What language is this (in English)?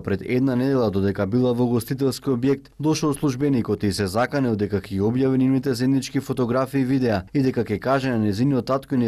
Macedonian